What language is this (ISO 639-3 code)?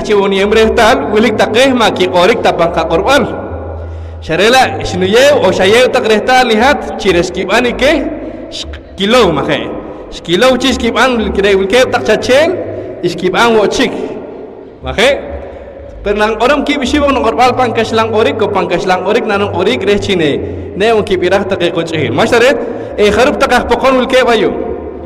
poh